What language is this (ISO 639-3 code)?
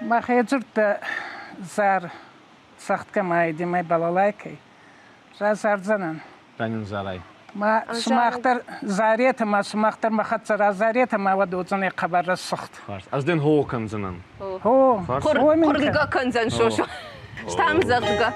oss